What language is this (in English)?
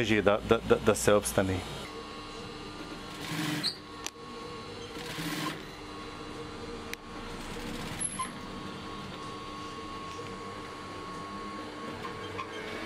Bosnian